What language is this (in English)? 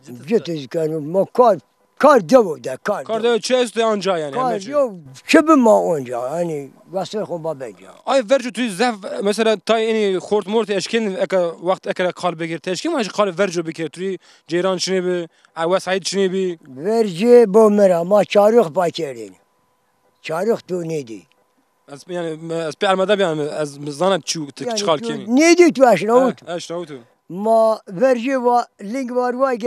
Zaza